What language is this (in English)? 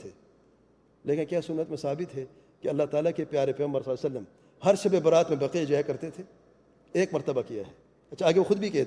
Urdu